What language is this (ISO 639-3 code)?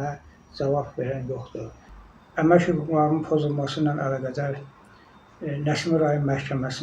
aze